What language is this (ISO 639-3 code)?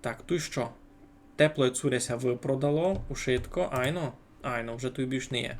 rue